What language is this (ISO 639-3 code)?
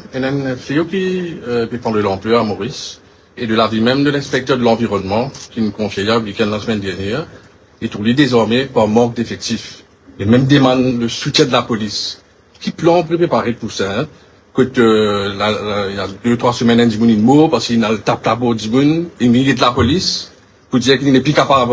mfe